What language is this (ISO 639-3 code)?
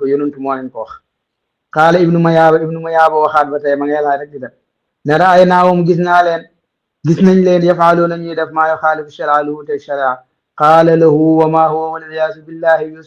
wol